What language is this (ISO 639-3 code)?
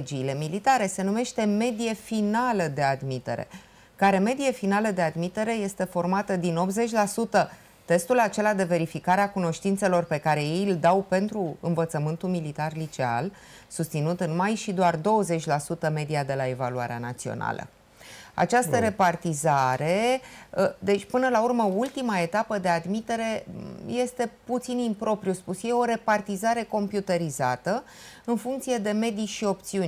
ron